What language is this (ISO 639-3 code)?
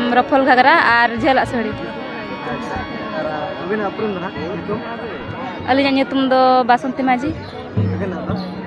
sat